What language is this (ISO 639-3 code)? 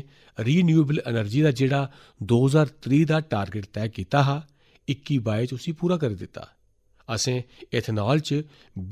doi